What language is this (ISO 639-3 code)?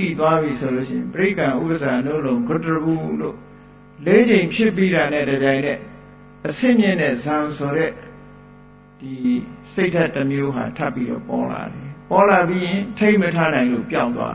mya